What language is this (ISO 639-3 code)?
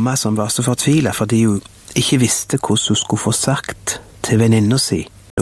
nor